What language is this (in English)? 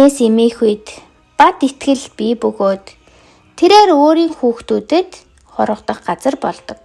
Mongolian